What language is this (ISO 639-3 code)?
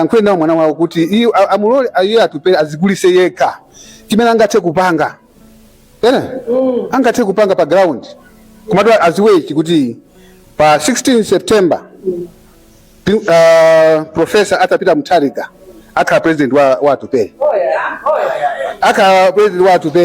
nya